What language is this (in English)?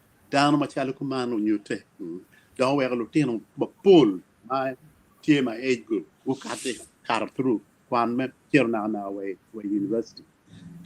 Acoli